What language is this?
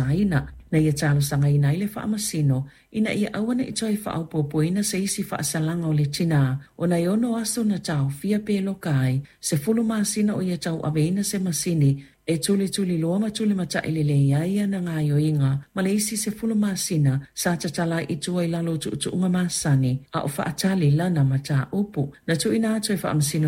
Samoan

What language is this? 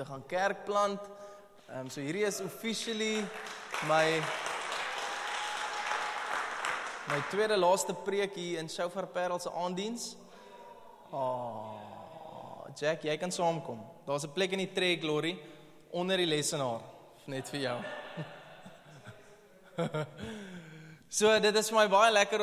Afrikaans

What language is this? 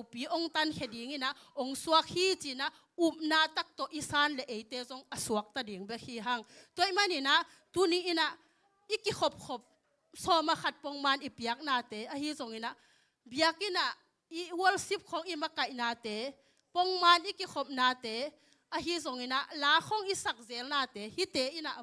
Tedim Chin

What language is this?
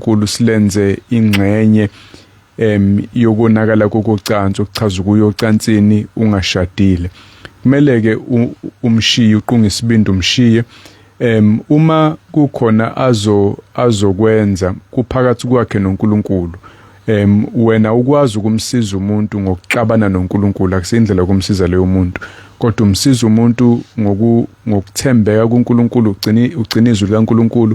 Zulu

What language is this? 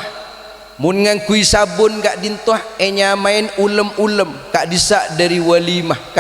Madurese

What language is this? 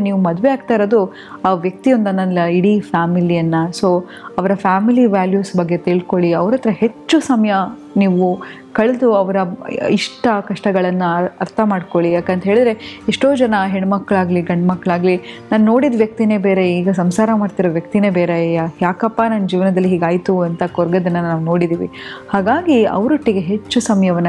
Kannada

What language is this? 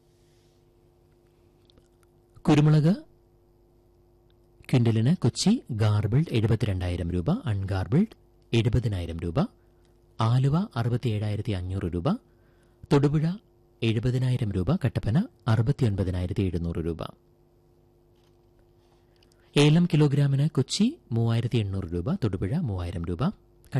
Malayalam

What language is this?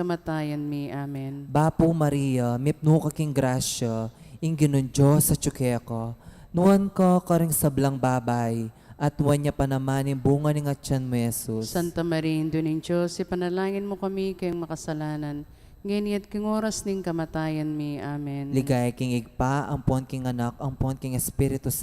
Pampanga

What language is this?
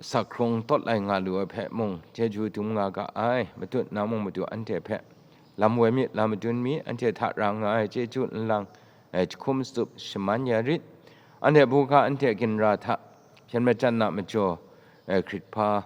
Kachin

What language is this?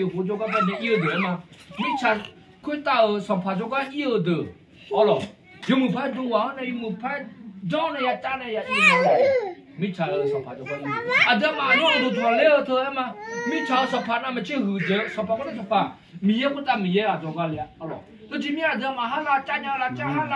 Akha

